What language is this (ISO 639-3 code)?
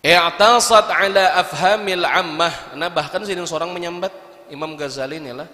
bjn